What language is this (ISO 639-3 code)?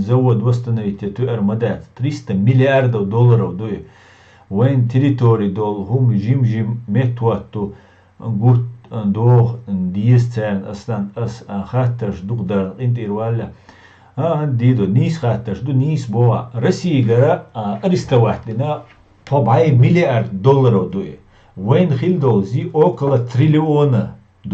che